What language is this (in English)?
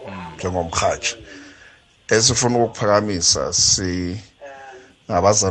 South Ndebele